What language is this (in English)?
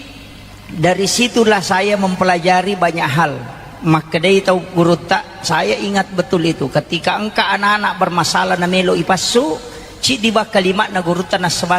Buginese